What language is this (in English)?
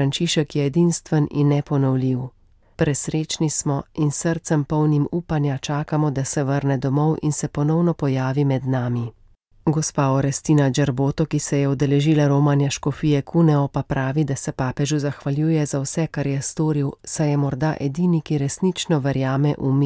Slovenian